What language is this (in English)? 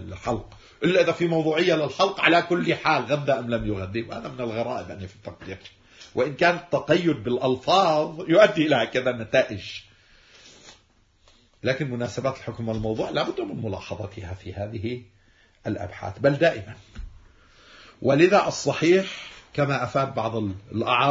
Arabic